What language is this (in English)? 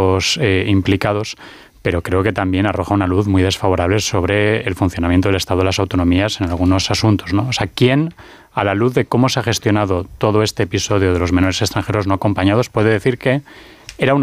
Spanish